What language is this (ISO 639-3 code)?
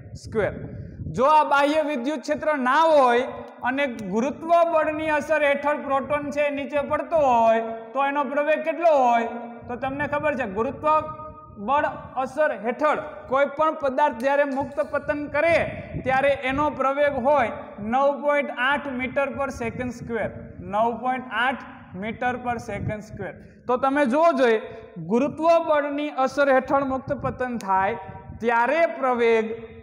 guj